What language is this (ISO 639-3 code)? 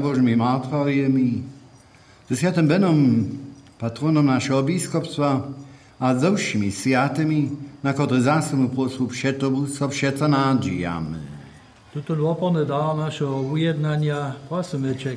hsb